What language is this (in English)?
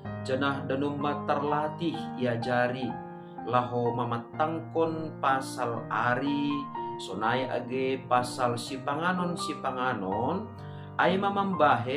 Batak Simalungun